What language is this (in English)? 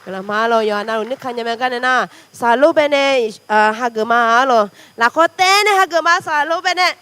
Akha